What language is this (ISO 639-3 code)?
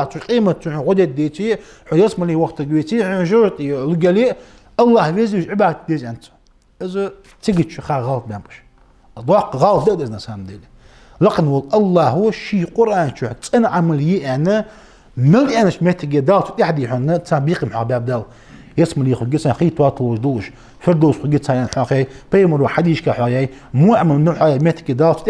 inh